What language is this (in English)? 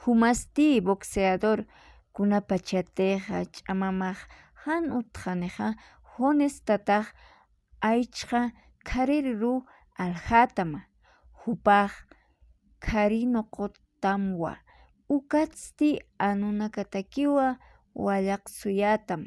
Aymara